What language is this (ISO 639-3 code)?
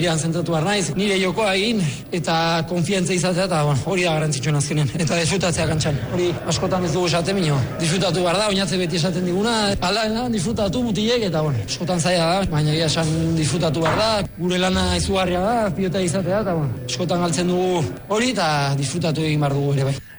eus